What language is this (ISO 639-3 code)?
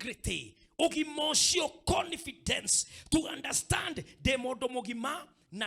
kik